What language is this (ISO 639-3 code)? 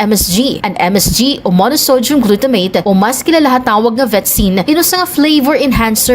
war